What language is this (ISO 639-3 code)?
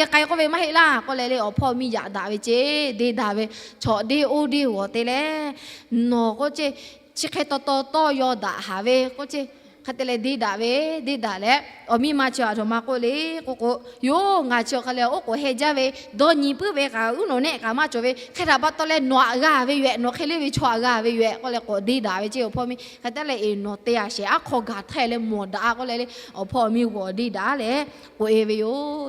lhu